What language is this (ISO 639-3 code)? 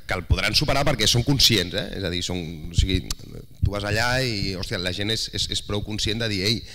cat